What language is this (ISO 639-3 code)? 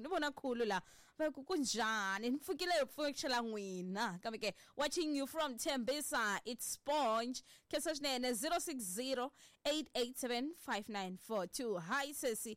tso